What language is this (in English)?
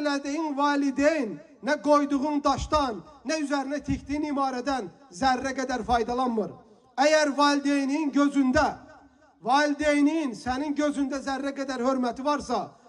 Azerbaijani